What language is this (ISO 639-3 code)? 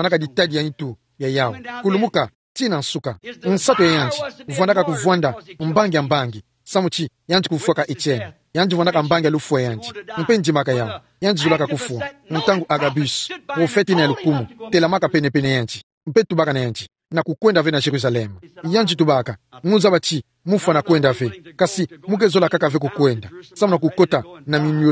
ktu